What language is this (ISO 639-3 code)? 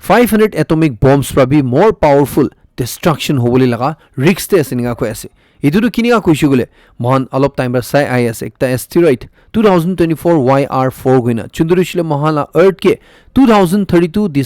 nag